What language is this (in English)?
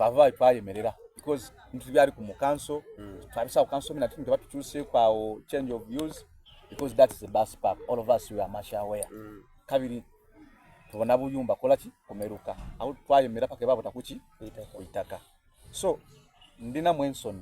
Soga